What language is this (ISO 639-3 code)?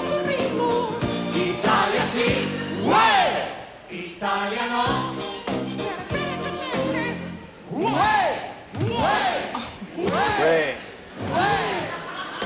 cat